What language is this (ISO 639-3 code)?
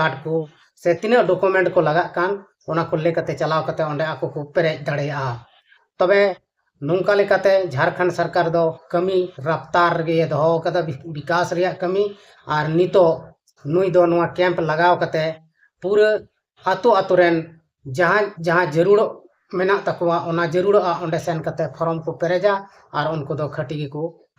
sat